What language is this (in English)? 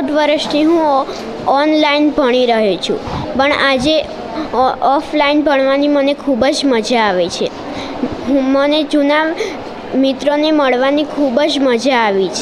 Gujarati